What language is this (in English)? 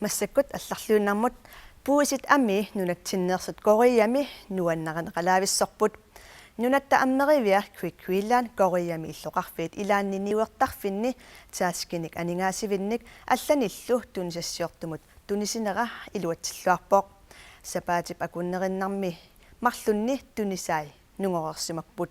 Kalaallisut